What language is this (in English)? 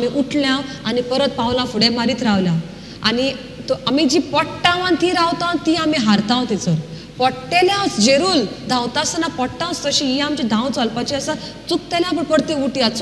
Konkani